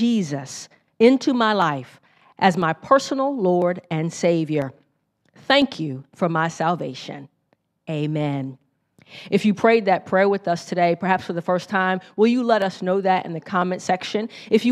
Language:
English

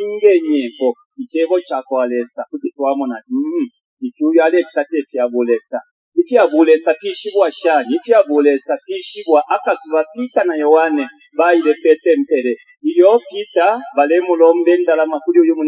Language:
Bemba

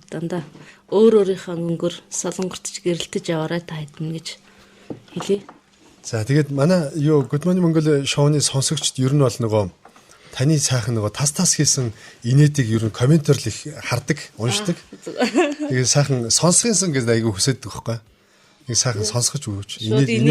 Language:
Mongolian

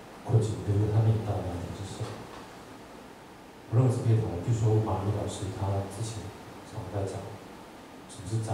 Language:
Chinese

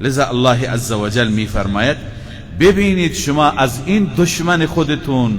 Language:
Persian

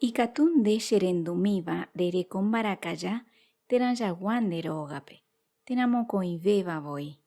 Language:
Guarani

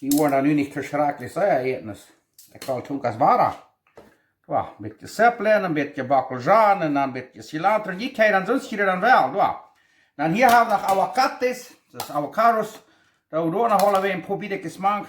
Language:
Plautdietsch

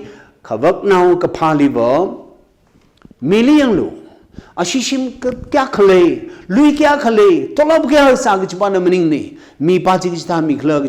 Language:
Tangkhul Naga (India)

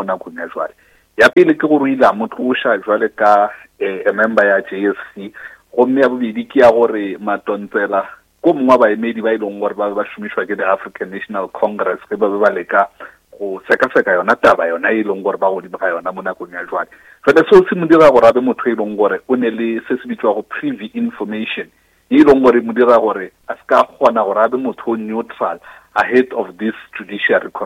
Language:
Northern Sotho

